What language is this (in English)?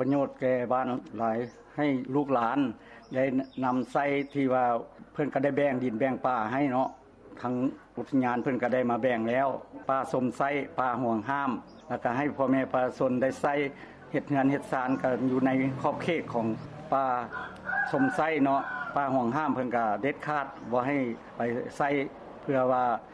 Lao